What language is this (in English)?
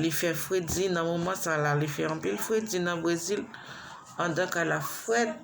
Haitian Creole